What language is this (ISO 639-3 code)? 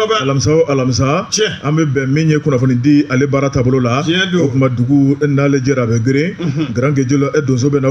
bam